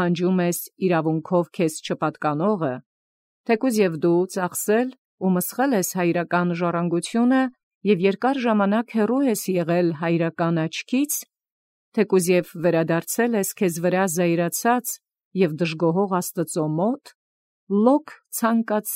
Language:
Armenian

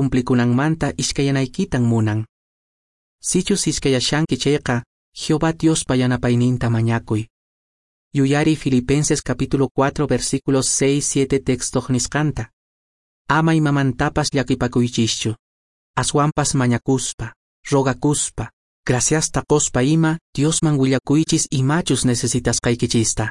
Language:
Quechua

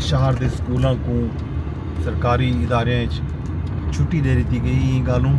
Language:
Saraiki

